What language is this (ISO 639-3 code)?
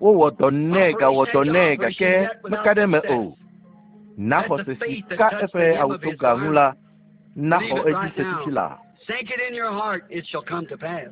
ewe